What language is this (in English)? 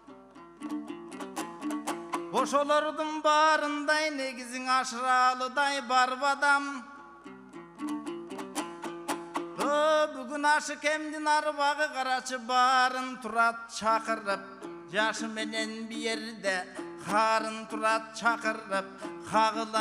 Kyrgyz